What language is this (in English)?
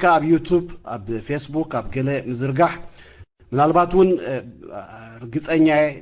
Tigrinya